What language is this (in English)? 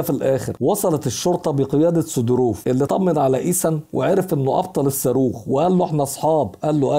Egyptian Arabic